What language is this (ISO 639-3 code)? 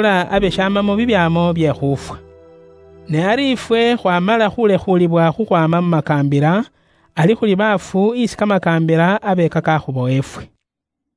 luy